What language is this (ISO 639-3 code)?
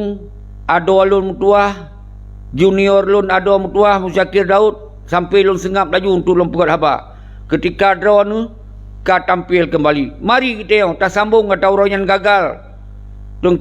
ace